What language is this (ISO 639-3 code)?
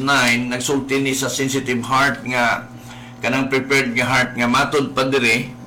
ceb